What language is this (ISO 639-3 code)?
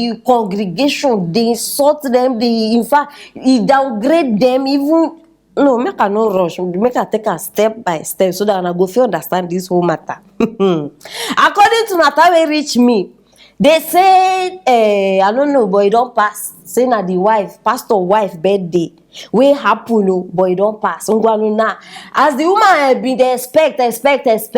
pcm